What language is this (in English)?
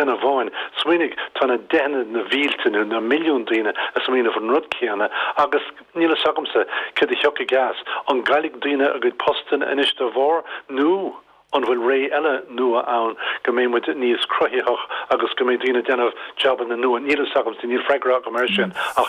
Irish